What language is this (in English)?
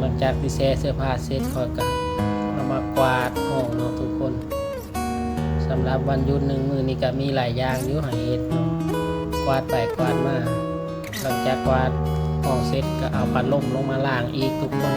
Lao